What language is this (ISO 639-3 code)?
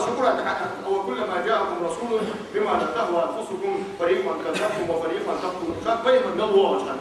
inh